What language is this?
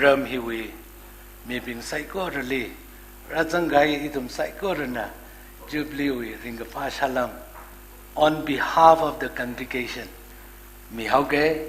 Tangkhul Naga (India)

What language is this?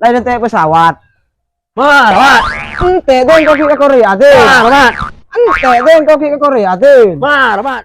Madurese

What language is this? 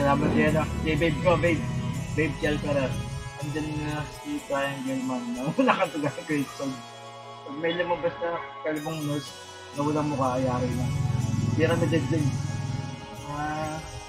Filipino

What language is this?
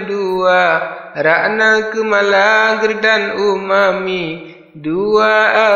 Achinese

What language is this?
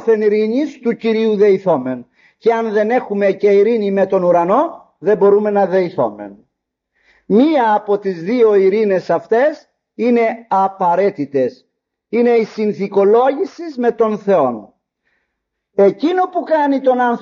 Greek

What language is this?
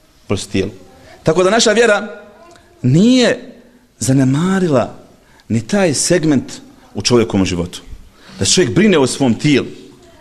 Bosnian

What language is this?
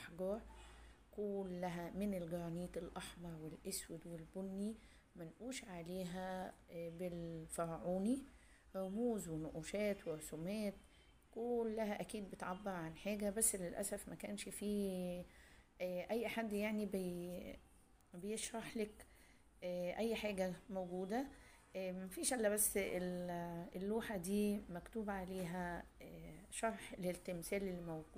Egyptian Arabic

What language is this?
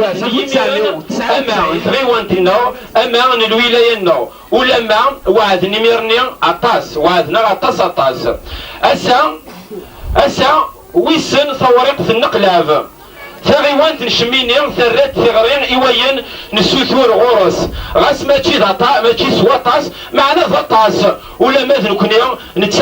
Kabyle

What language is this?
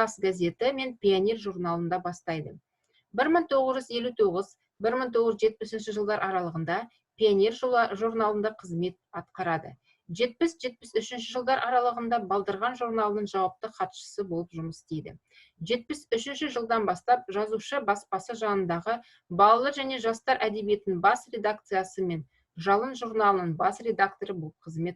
Kazakh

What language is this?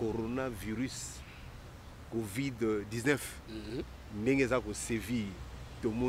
Lingala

